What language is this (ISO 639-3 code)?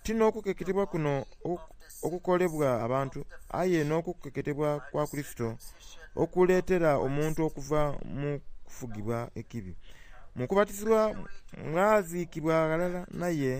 xog